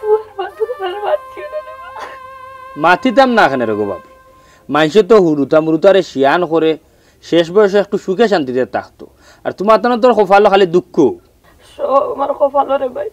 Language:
Sylheti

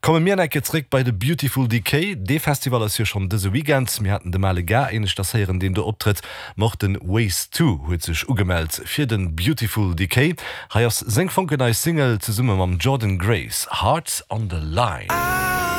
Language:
Luxembourgish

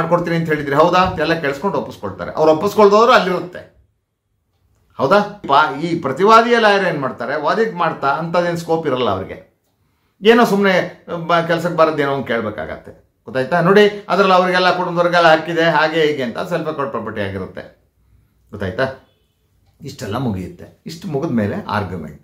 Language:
Kannada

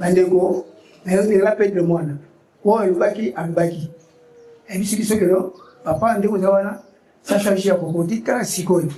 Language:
Lingala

